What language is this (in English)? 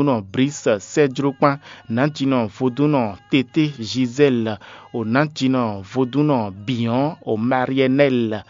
Fon